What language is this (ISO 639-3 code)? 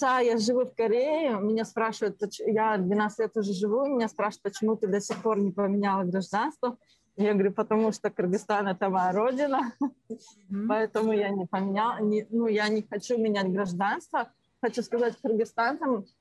rus